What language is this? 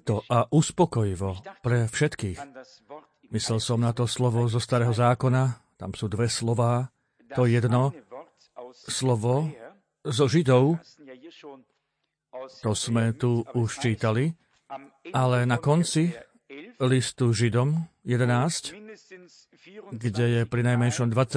Slovak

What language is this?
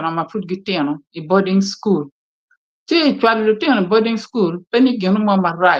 Acoli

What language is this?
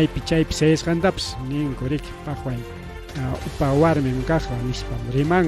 Ayacucho Quechua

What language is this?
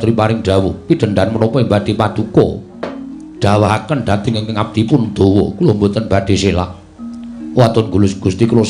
Javanese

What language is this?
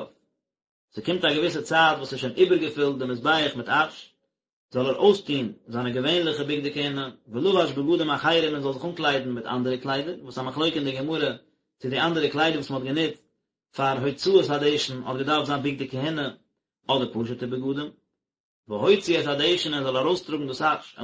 Yiddish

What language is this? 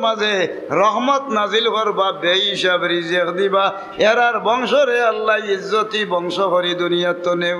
Sylheti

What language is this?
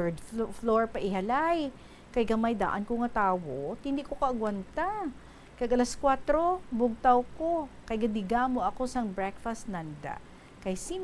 Hiligaynon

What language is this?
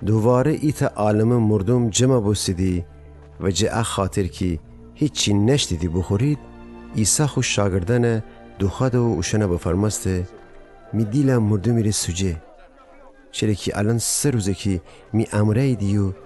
Gilaki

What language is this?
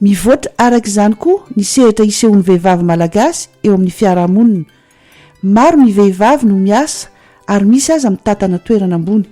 Malagasy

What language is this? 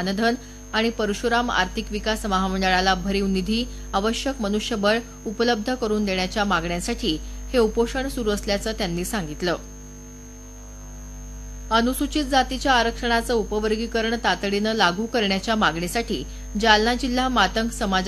Marathi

